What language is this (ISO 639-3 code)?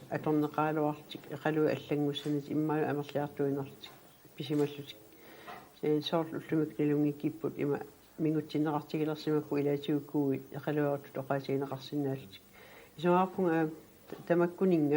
kal